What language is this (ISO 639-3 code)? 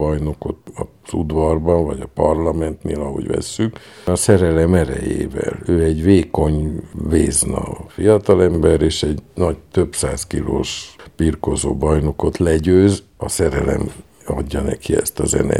hun